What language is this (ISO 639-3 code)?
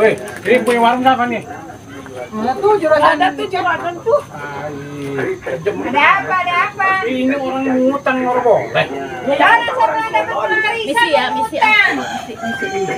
bew